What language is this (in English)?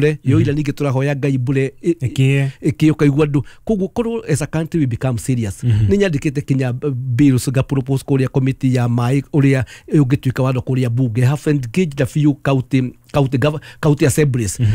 Kikuyu